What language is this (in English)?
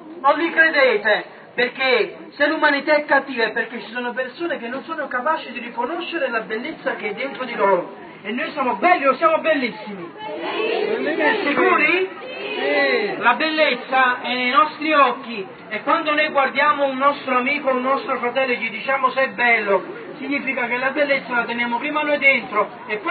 Italian